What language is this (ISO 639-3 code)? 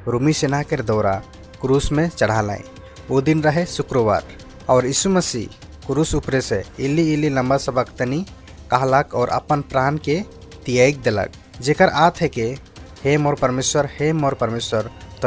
sck